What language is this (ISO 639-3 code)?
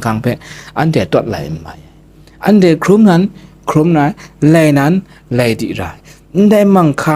kac